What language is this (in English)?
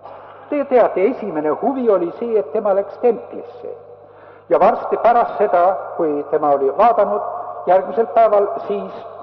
Estonian